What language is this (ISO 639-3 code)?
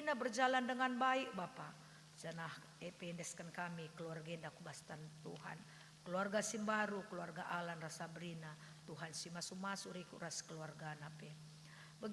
btx